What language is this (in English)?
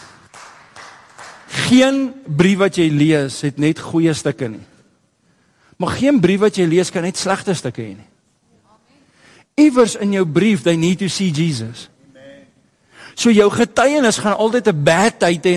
Afrikaans